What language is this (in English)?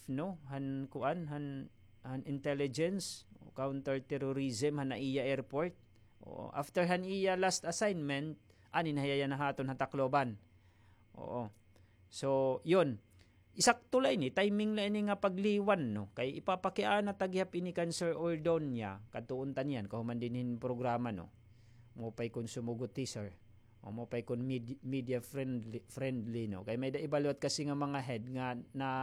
Waray